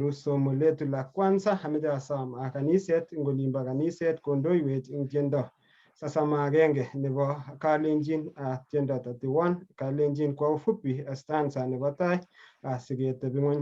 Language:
Kalenjin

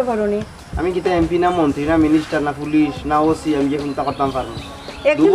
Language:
Sylheti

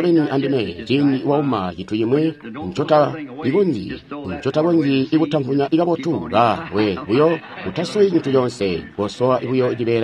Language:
Tonga (Zambia)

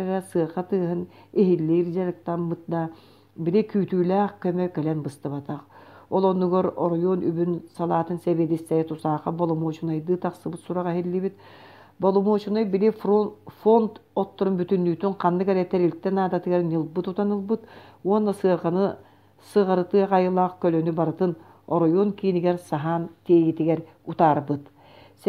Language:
Yakut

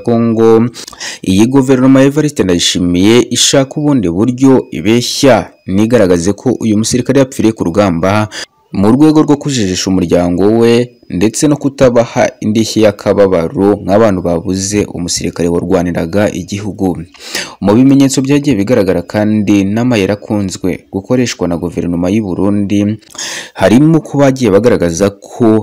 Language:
Kinyarwanda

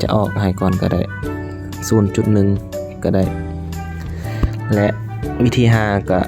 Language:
Lao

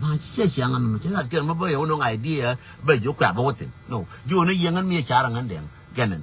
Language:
Nuer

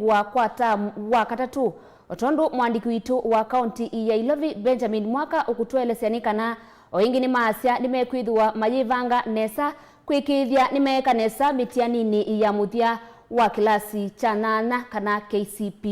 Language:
Kamba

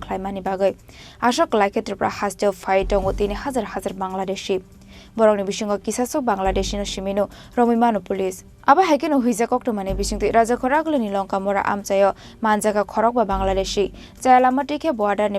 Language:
Kok Borok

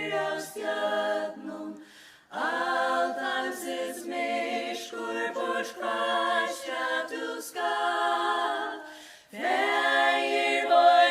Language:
Faroese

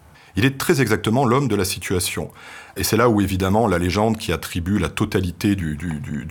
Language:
French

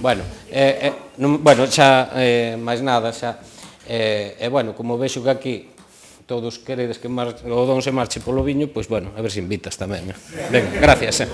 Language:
Galician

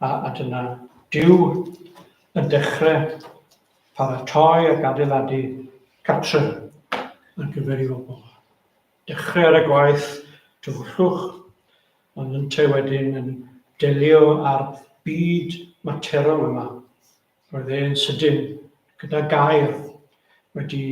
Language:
Welsh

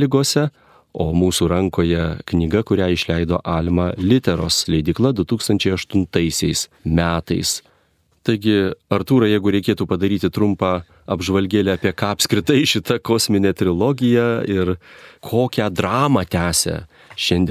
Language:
Lithuanian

